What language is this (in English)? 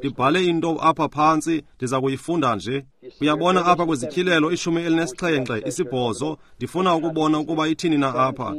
Xhosa